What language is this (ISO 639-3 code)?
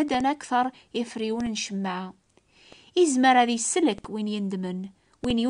kab